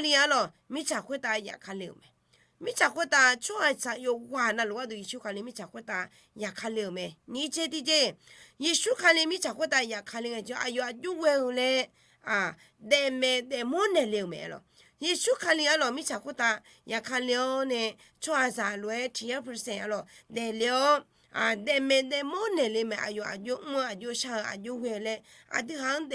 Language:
Akha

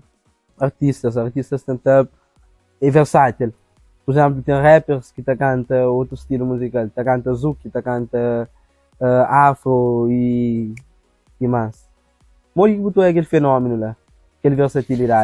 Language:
Kabuverdianu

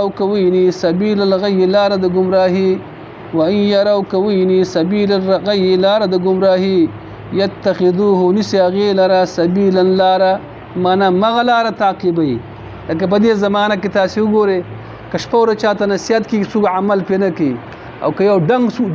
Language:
Pashto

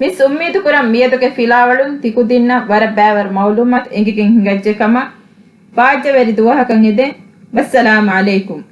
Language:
Divehi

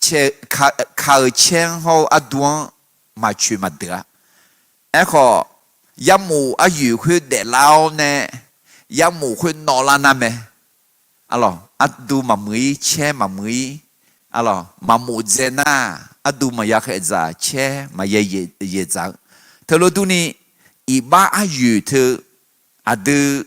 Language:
Akha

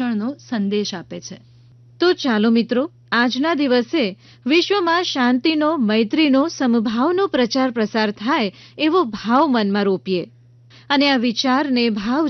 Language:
Gujarati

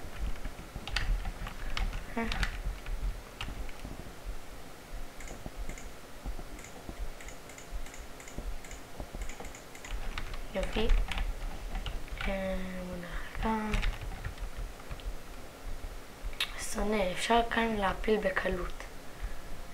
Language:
Hebrew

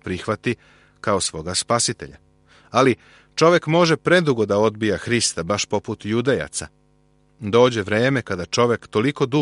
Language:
Serbian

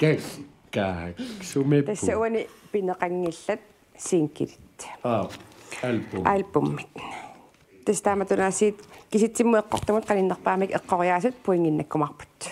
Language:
Kalaallisut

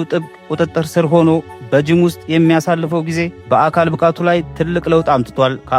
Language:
Amharic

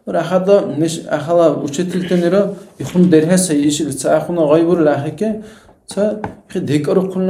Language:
Dargwa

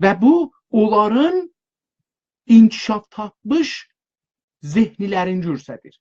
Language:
South Azerbaijani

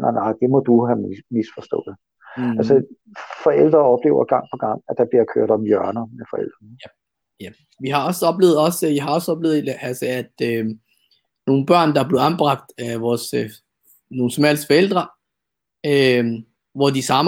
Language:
Danish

